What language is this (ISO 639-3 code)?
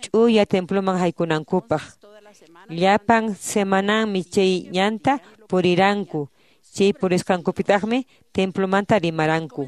que